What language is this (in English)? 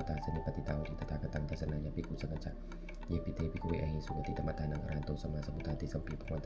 Pali